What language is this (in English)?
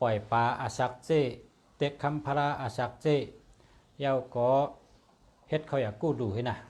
Shan